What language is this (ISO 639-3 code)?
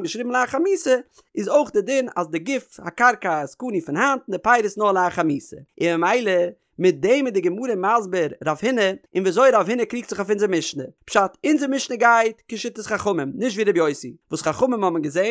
yid